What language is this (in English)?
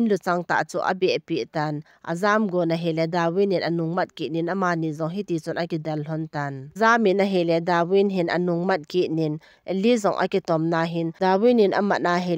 Thado Chin